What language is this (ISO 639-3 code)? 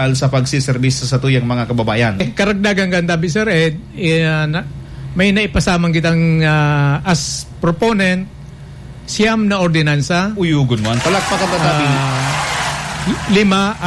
bik